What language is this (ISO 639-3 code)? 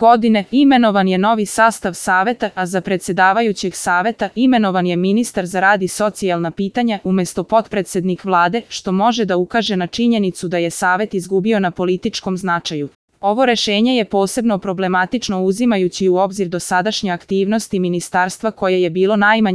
srp